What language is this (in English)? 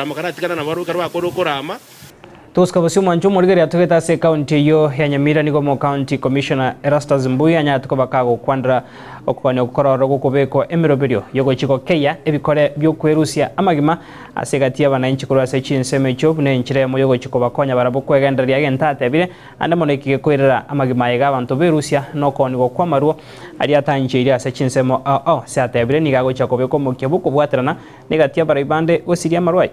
Gusii